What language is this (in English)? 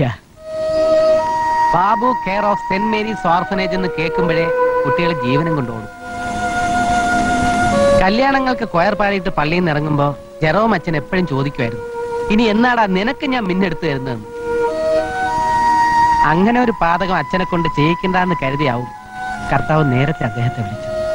Malayalam